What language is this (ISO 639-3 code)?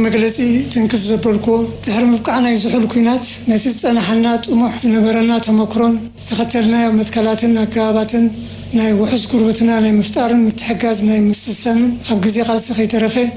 tir